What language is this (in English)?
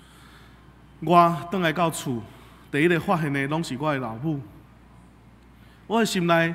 Min Nan Chinese